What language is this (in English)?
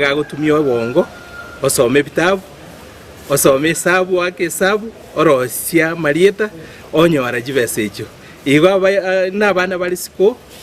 Gusii